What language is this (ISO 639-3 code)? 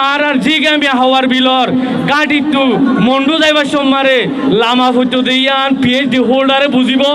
rhg